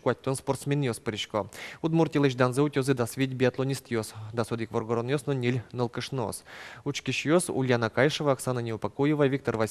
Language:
Udmurt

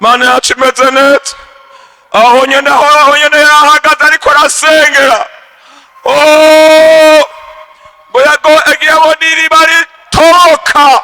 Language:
Rundi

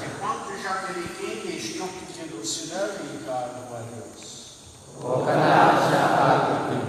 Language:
Kekchí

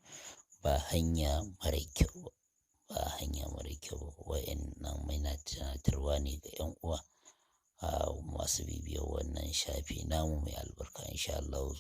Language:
Hausa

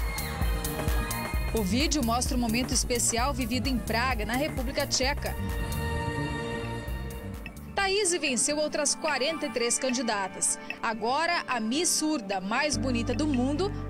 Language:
Portuguese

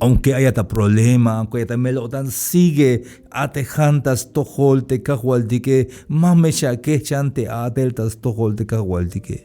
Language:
Tzeltal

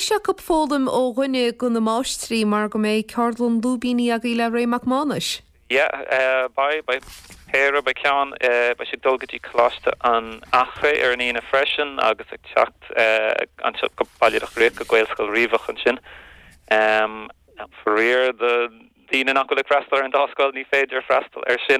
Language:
Irish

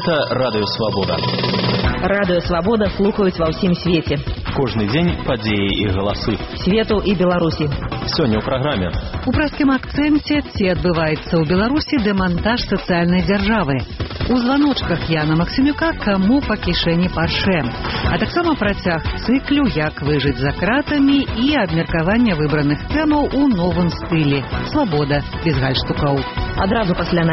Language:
Belarusian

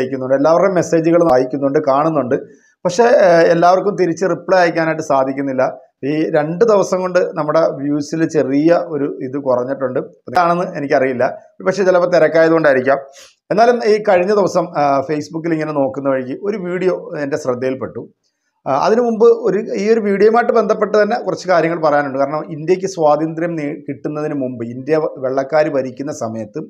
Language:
Malayalam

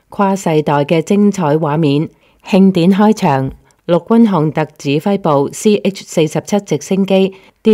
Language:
Cantonese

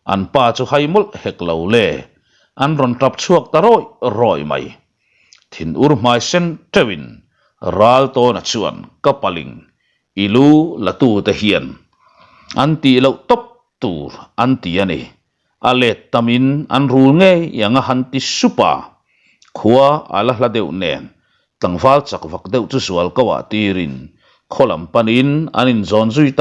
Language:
Mizo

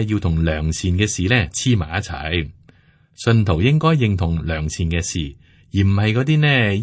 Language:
Cantonese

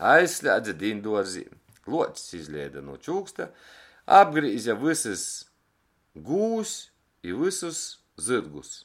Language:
Latgalian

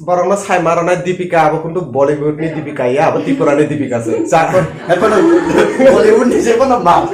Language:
Kok Borok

